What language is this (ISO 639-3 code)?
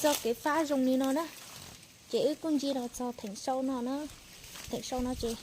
hmn